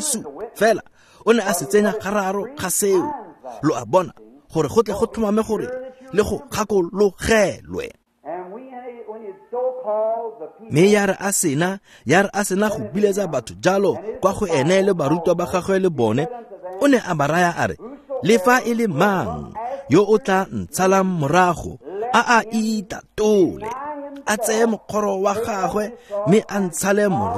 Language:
Tswana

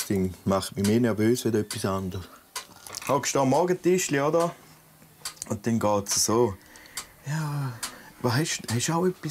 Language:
Swiss German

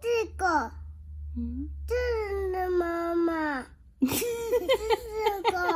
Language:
Tswana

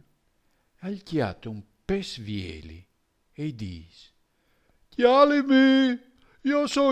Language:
Friulian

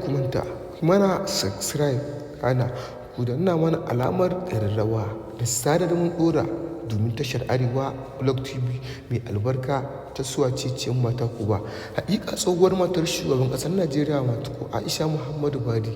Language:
Hausa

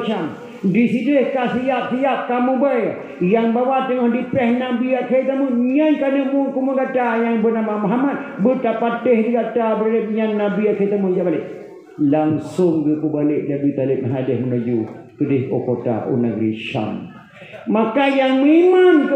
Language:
Achinese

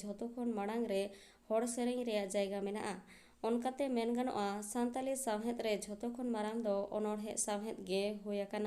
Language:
Santali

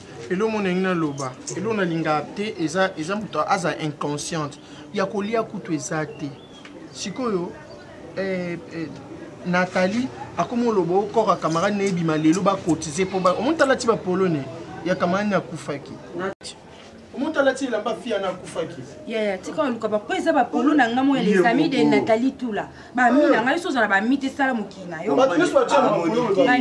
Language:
Lingala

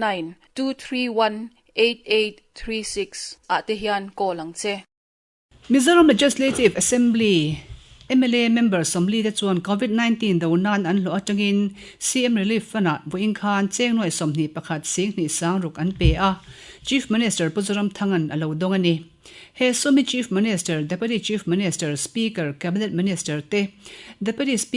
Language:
Mizo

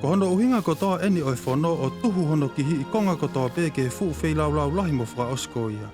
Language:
Tongan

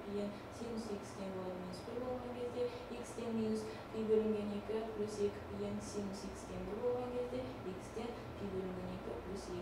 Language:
Kazakh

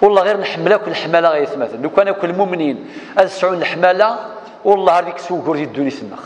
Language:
Kabyle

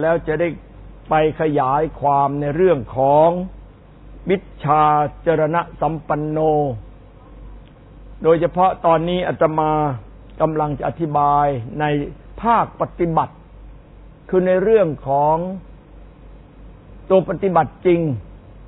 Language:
Thai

